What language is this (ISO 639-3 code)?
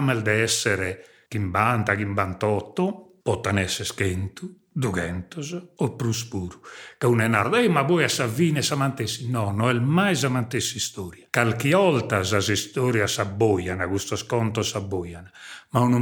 srd